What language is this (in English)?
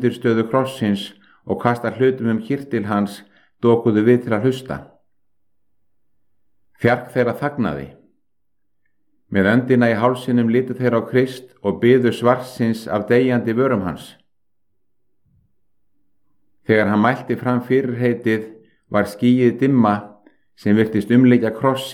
Icelandic